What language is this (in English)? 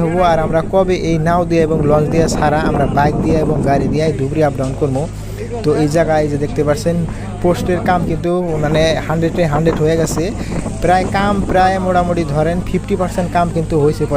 Bangla